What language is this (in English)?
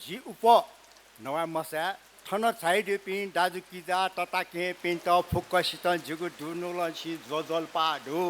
Newari